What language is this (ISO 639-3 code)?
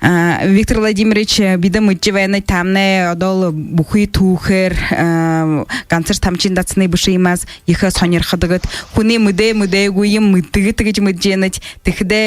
bua